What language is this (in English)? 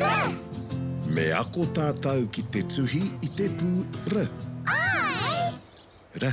Māori